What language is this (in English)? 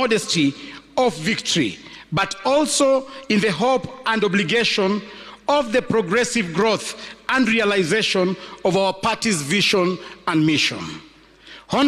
Gusii